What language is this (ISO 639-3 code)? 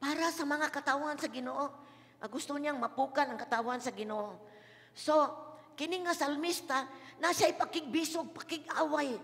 ceb